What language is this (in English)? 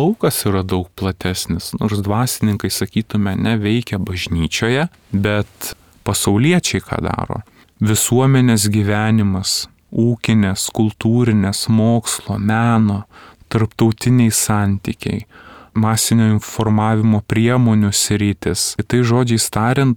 Lithuanian